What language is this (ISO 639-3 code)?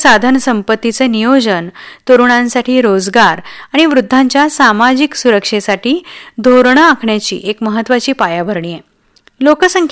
mar